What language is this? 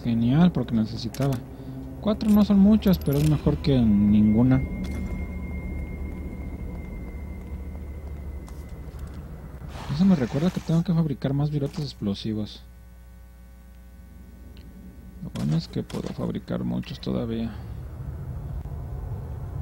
Spanish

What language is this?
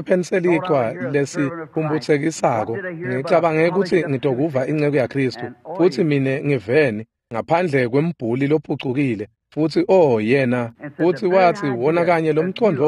Swati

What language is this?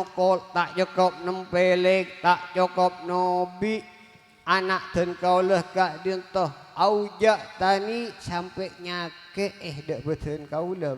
Madurese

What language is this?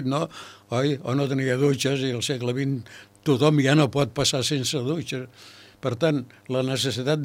Catalan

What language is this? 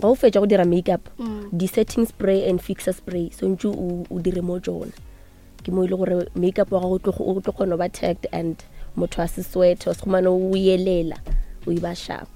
Northern Sotho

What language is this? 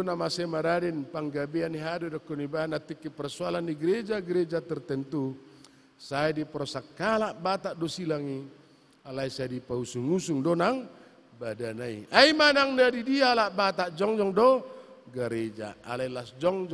Batak Toba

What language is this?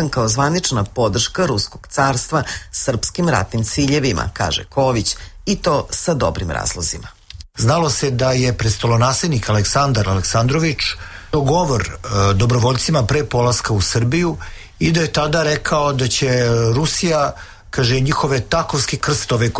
Serbian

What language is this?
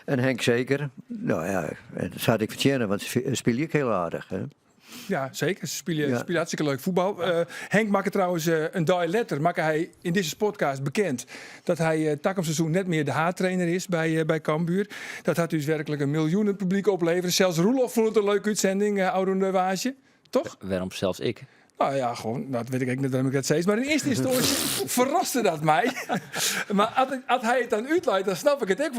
Western Frisian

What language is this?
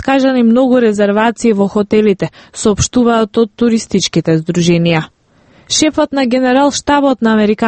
Macedonian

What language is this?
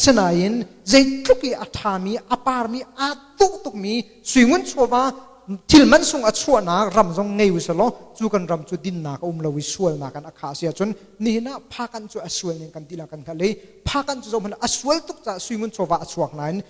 Hakha Chin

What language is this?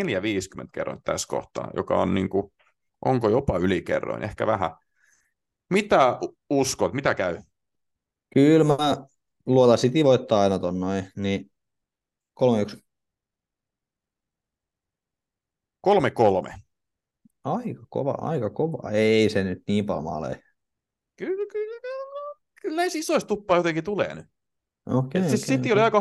Finnish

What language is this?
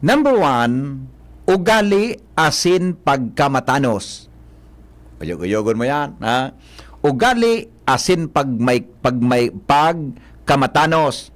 Bikol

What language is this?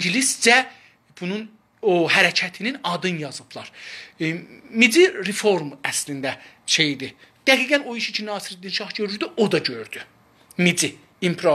South Azerbaijani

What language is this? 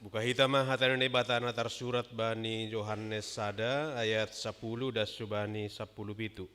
Batak Simalungun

